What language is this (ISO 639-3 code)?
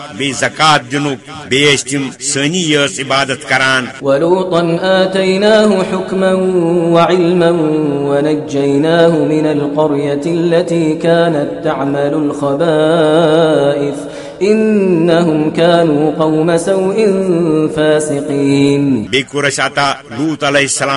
kas